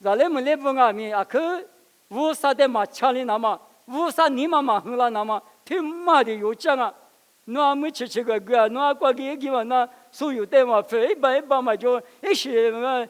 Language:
Lisu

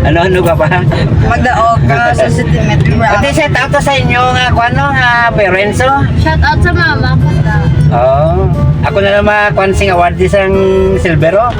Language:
Hiligaynon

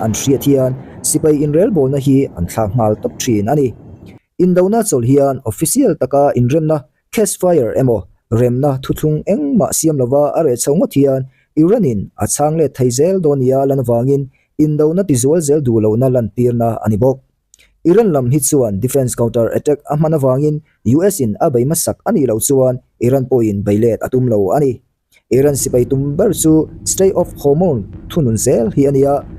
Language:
Mizo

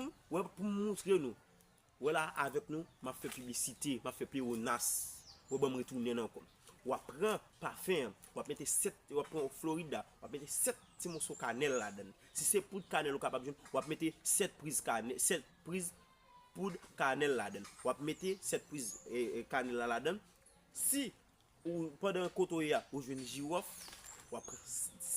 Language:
Haitian Creole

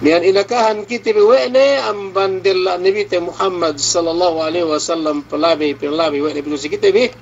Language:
Yakan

